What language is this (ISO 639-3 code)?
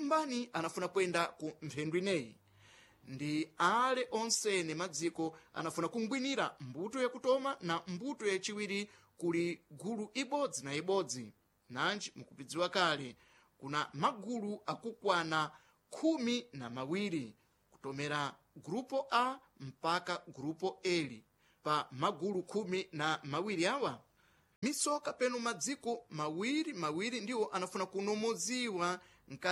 seh